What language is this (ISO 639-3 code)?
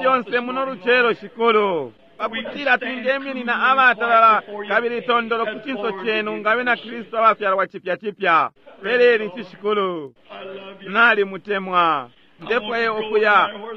bem